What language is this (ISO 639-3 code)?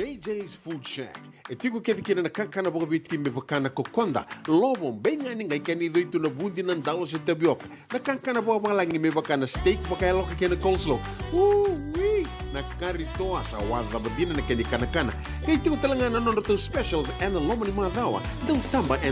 fij